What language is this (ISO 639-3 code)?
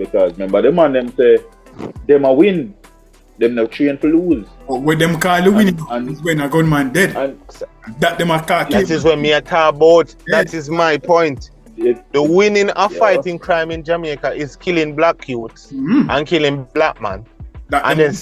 jam